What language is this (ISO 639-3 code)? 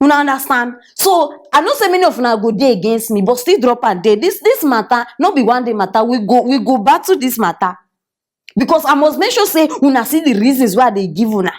pcm